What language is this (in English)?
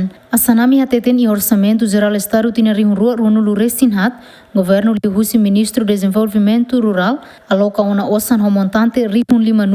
Tetum